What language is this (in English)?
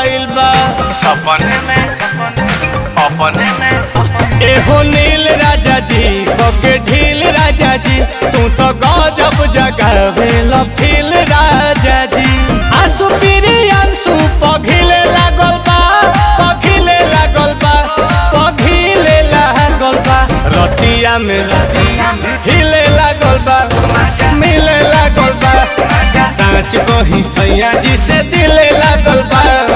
Bhojpuri